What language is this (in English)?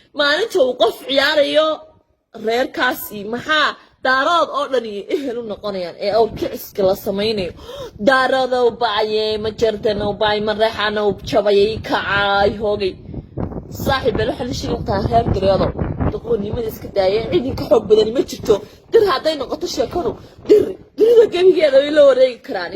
Somali